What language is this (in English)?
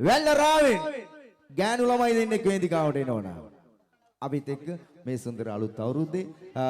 Sinhala